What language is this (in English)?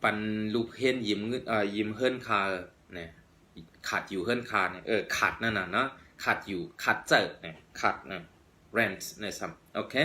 Shan